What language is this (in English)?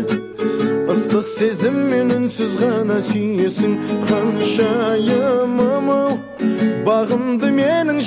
Kazakh